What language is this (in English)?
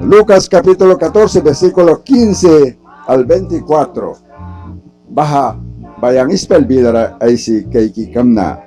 Mískito